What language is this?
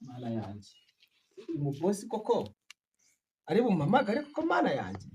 Kinyarwanda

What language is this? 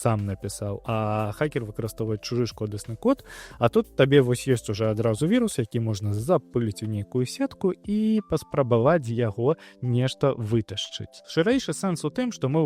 Belarusian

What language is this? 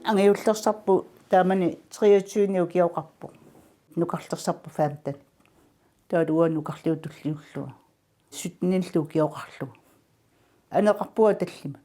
Kalaallisut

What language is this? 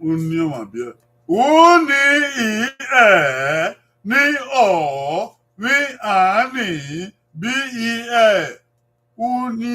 Bini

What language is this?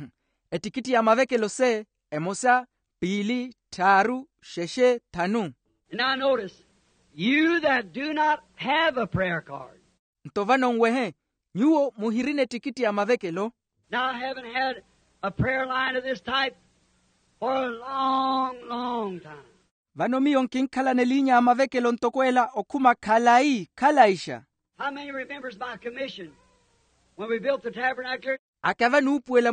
Makhuwa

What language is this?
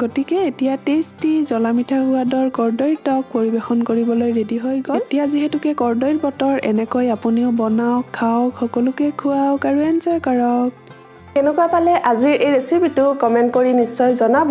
Assamese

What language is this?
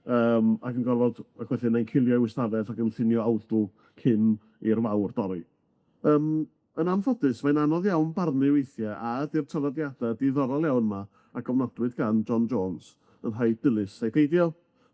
Welsh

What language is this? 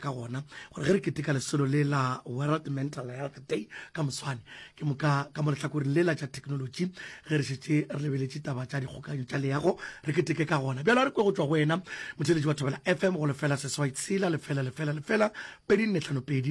Northern Sotho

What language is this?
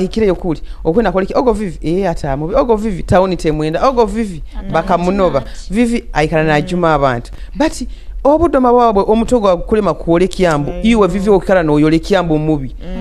Nyoro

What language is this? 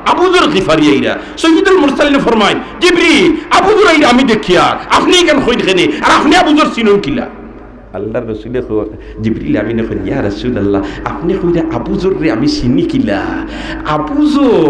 Sylheti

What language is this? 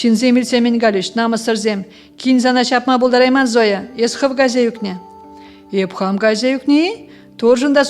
Chuvash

